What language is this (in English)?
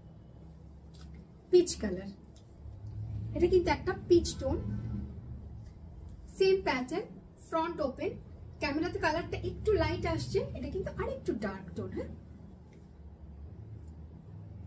Bangla